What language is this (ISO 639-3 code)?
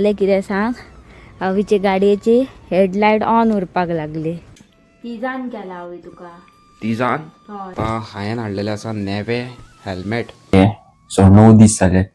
kok